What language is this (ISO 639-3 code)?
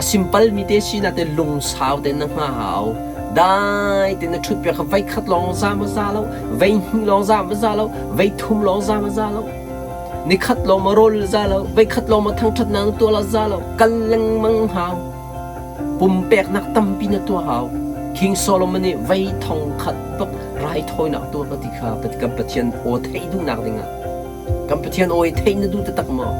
cnh